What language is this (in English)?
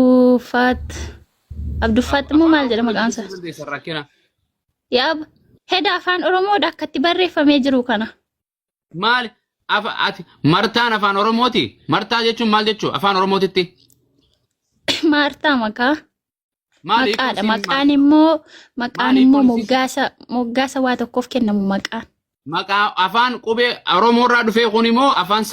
Oromo